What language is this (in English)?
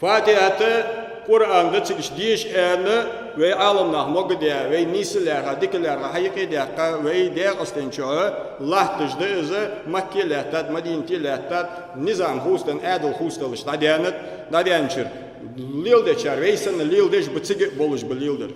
Ingush